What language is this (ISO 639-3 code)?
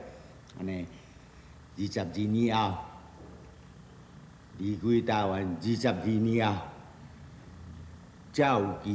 nan